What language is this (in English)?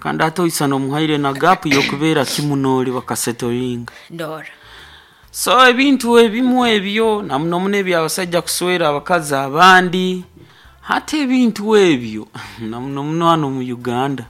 Nyoro